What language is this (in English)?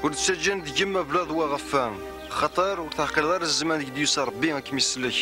Kabyle